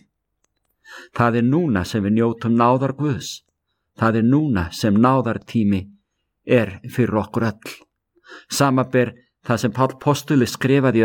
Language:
Icelandic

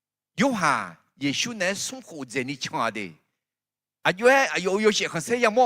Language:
Akha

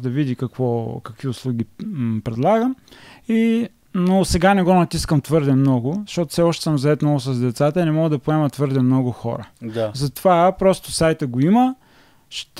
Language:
Bulgarian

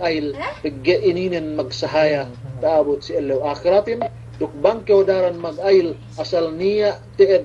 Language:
Yakan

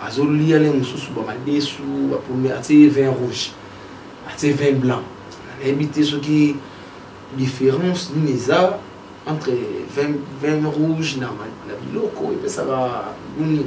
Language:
Lingala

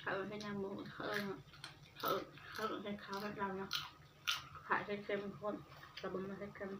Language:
Northeastern Thai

